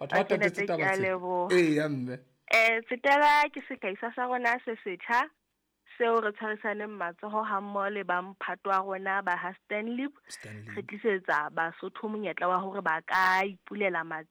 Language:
Southern Sotho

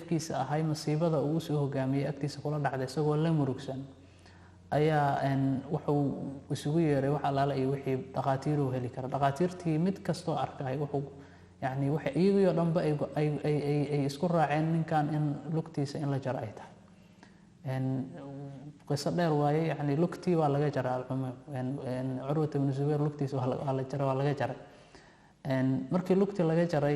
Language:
Somali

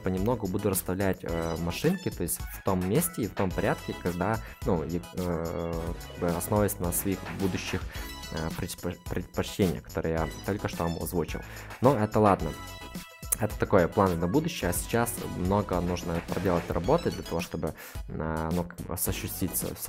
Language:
Russian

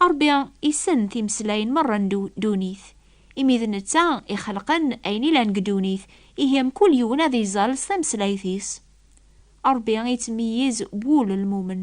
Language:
Kabyle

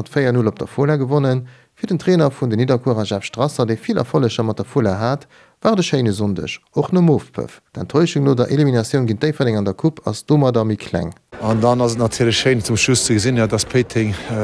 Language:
Luxembourgish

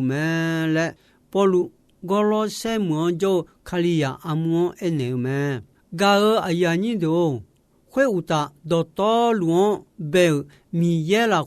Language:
Akha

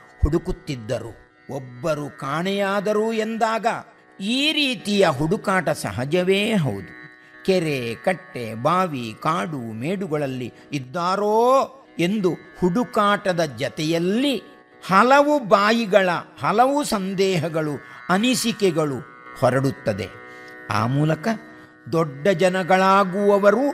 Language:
Kannada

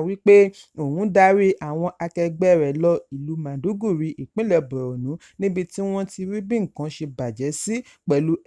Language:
Yoruba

